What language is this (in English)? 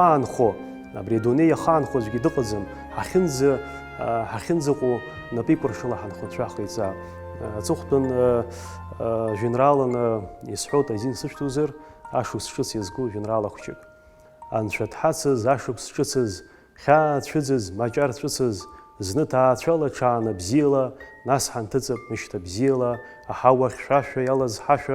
Abkhazian